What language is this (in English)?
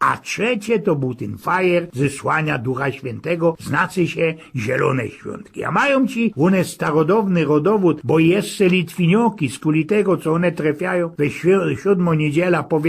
Silesian